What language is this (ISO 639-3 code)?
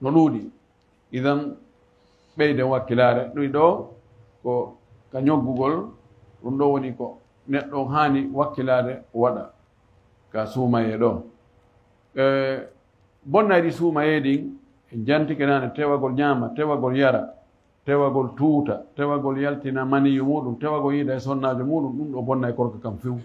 ful